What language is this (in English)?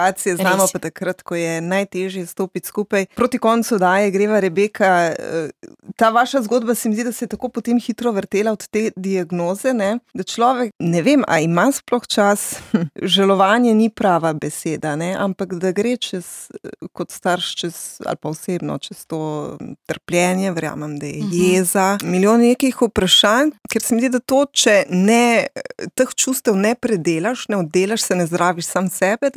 Slovenian